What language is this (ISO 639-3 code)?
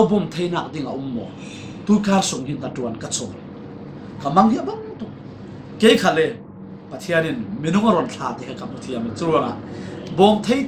cfm